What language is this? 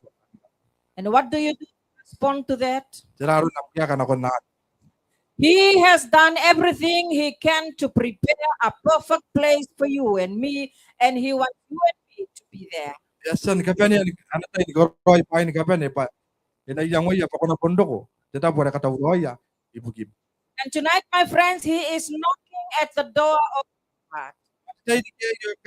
Gilbertese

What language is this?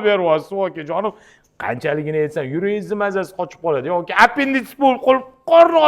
Uzbek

